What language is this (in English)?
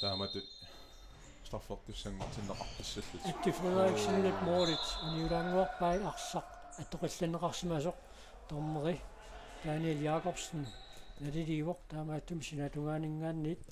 Kalaallisut